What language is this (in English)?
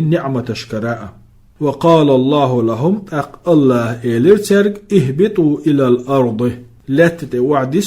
Chechen